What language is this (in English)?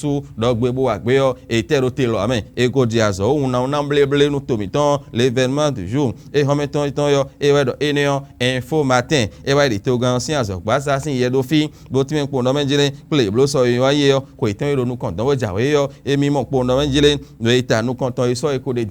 Fon